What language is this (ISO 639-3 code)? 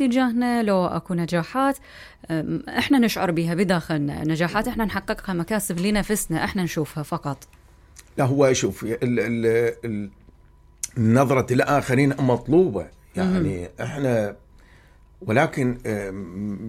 acm